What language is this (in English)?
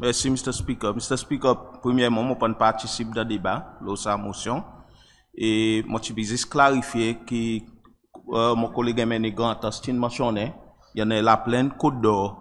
Seselwa Creole French